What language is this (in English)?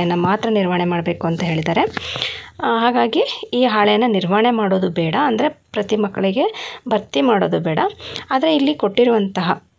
Kannada